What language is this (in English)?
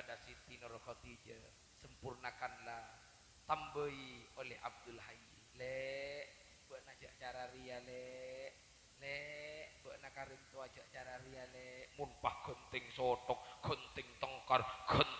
Madurese